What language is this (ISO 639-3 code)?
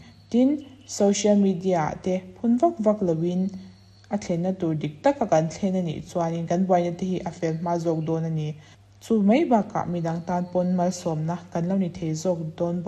lus